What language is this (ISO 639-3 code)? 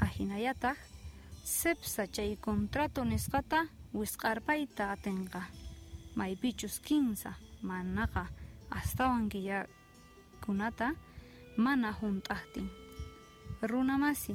que